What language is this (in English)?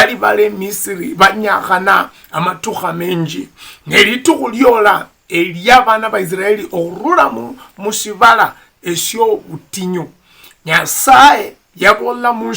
Luyia